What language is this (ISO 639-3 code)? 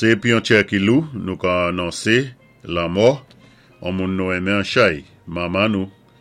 acf